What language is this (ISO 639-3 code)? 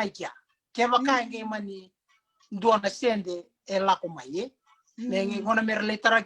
fij